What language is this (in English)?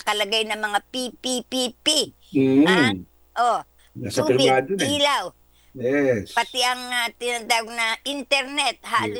Filipino